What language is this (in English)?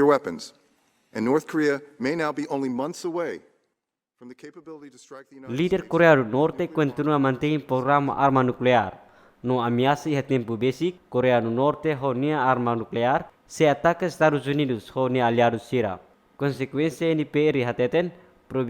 Tetum